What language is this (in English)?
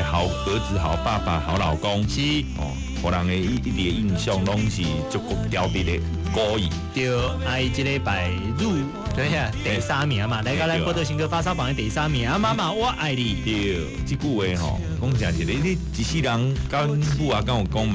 Min Nan Chinese